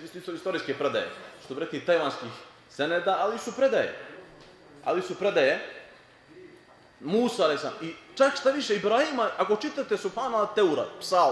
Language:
Bosnian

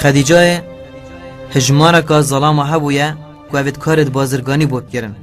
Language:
Kurdish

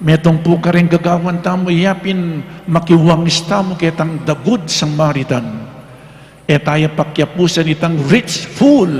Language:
Pampanga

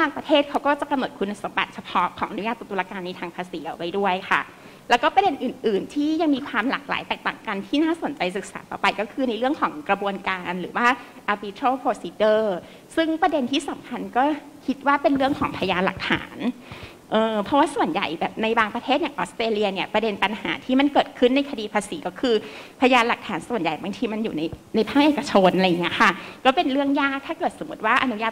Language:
Thai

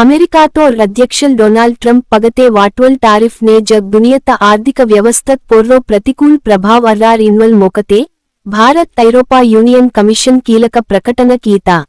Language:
Gondi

